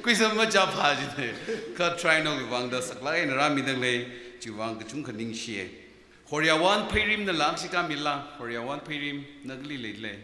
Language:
Tangkhul Naga (India)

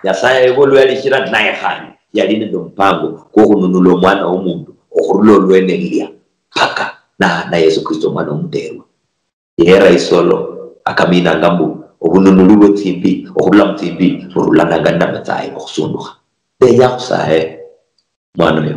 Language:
Luyia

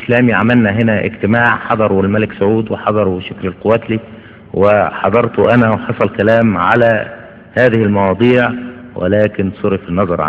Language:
Egyptian Arabic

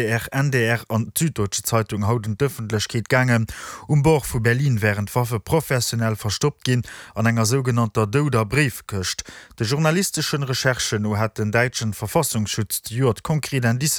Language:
Luxembourgish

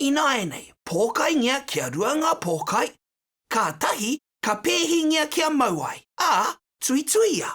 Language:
Māori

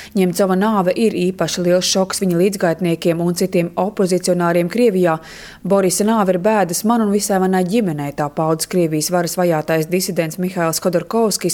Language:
Latvian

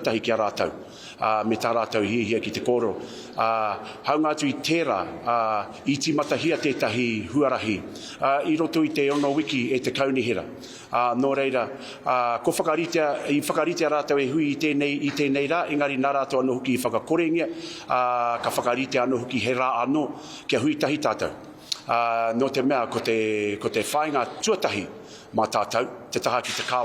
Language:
Māori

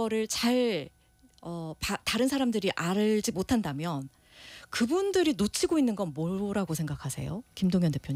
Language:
Korean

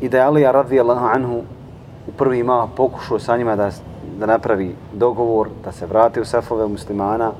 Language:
Bosnian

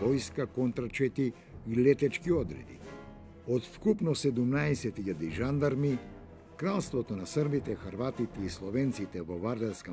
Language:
Macedonian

